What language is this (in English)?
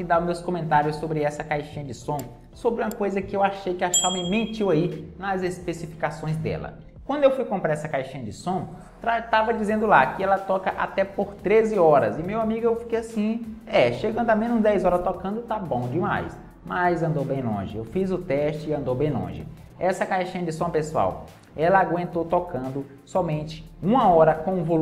Portuguese